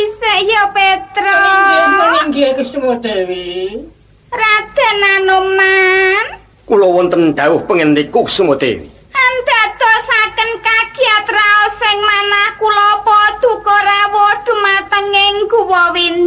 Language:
Javanese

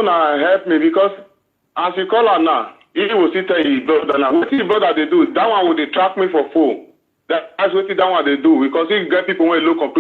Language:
Nigerian Pidgin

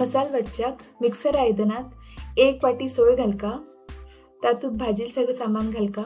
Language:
Konkani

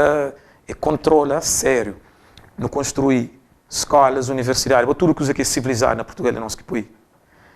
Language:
Kabuverdianu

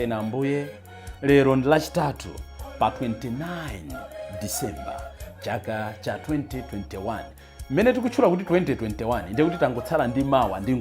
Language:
Nyanja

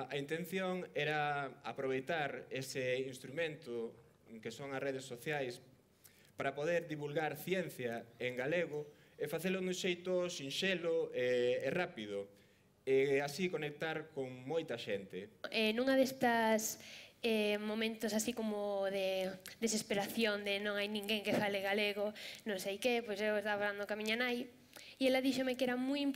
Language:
Galician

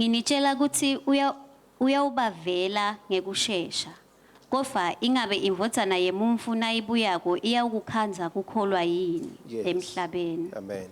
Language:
Swati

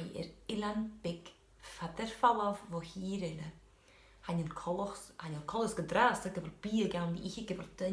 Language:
Scottish Gaelic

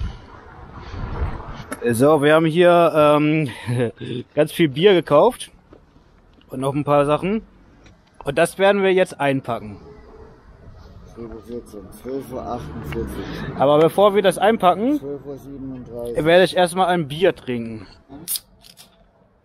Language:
German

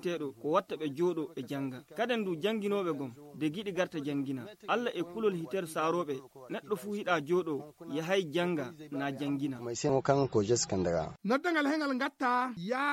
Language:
Fula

